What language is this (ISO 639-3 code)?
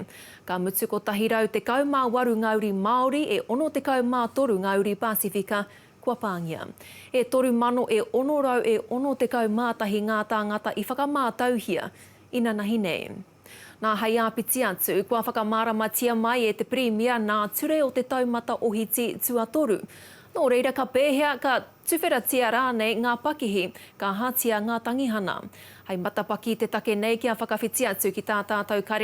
mri